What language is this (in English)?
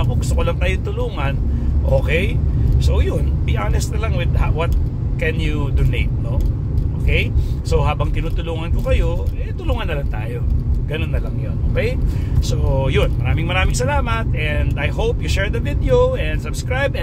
Filipino